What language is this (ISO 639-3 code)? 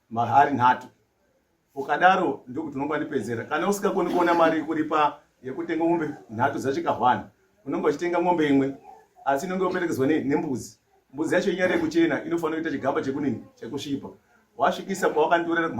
sna